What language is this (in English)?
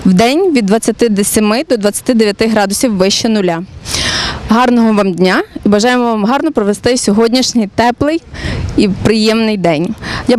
Ukrainian